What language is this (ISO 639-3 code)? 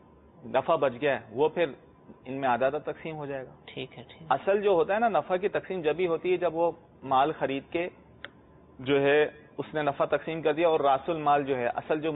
urd